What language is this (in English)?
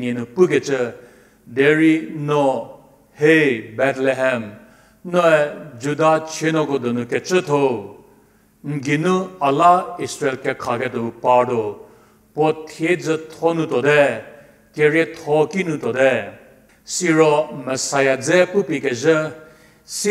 Angami Naga